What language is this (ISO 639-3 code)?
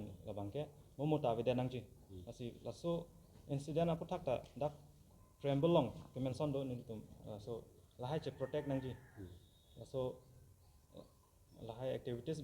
mjw